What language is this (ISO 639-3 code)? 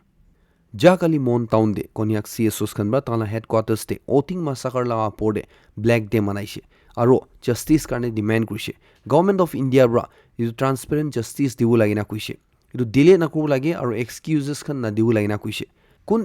nag